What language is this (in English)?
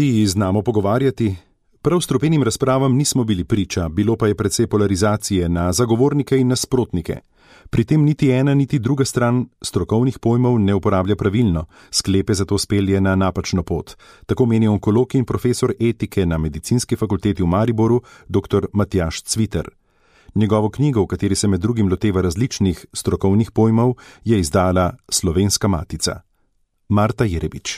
Slovenian